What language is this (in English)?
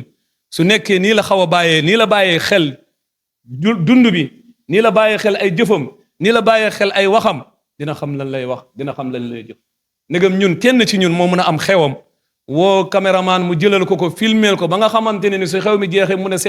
Wolof